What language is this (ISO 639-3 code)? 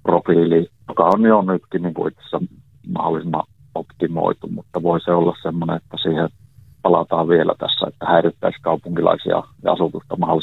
fin